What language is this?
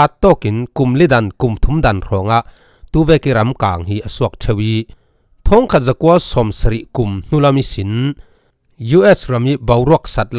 Falam Chin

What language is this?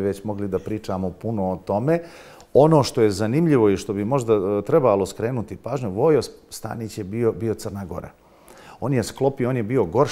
Serbian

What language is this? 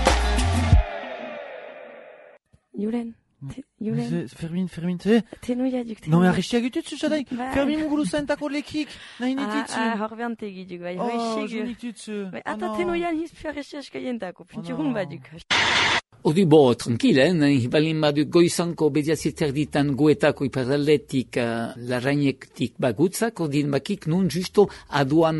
Basque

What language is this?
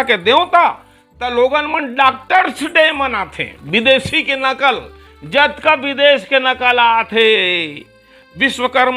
Chhattisgarhi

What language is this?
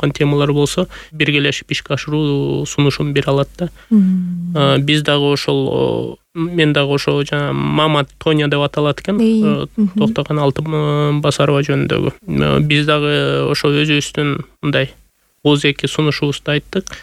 Kyrgyz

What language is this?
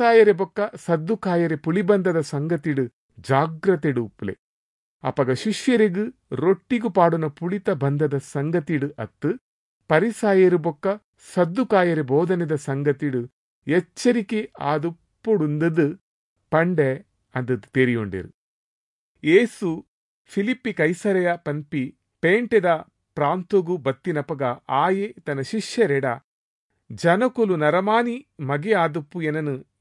Tulu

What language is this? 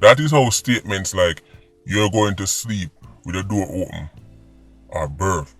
Jamaican Creole English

